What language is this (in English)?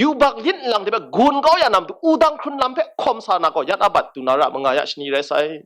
Kachin